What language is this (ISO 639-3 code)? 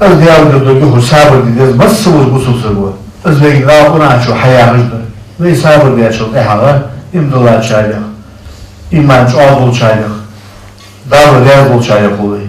inh